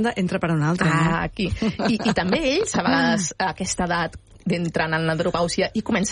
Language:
Catalan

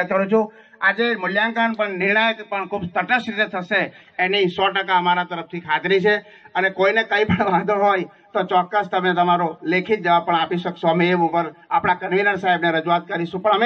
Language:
Gujarati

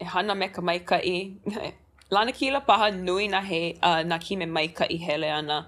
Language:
Hawaiian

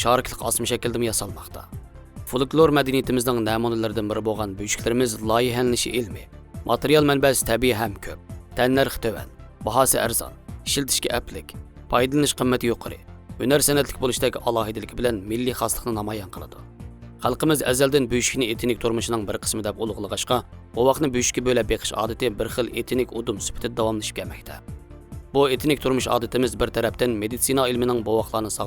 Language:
Uyghur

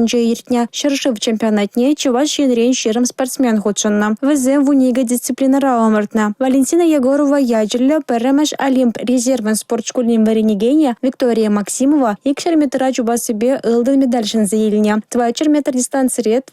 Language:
Chuvash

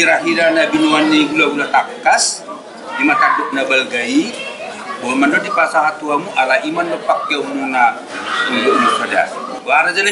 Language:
Batak Toba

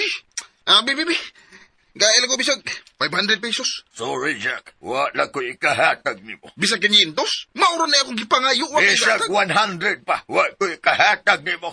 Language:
Cebuano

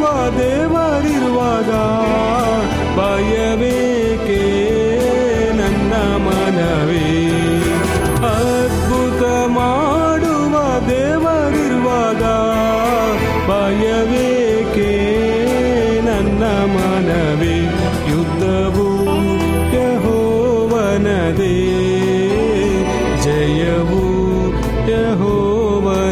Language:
Kannada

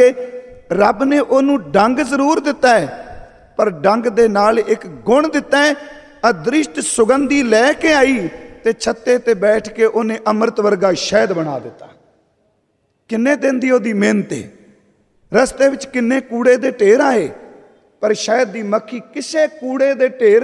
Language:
Punjabi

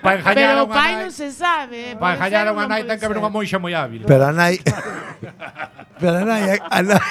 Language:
Galician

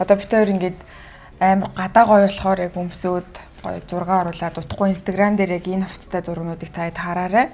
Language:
Mongolian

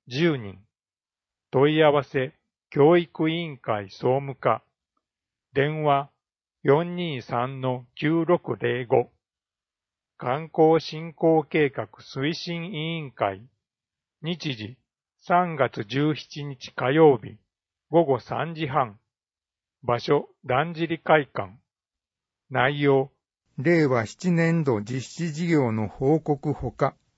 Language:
Japanese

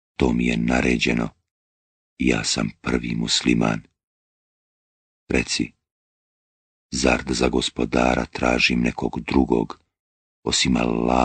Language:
Bosnian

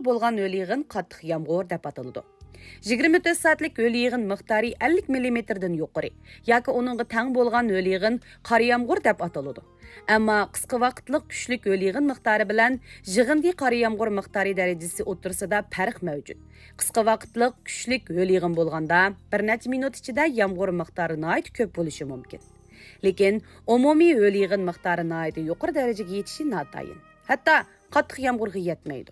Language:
Uyghur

